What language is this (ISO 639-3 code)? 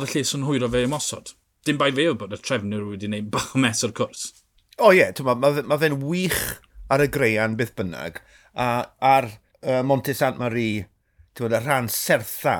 cym